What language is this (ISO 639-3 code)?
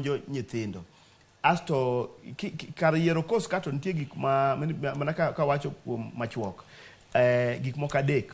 luo